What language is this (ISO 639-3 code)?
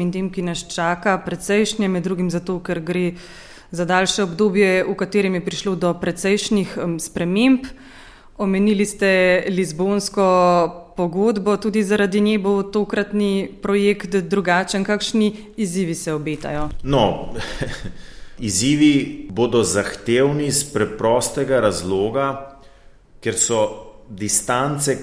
slv